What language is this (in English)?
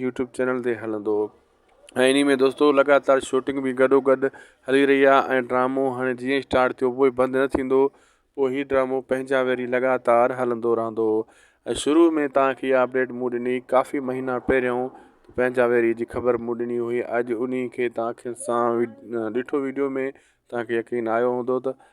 Sindhi